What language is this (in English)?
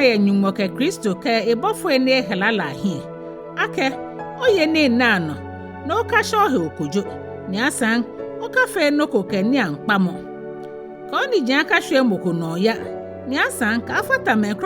Ga